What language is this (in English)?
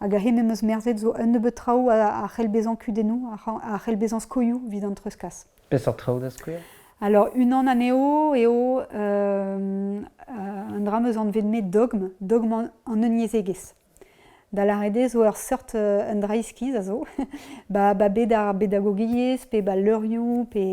Breton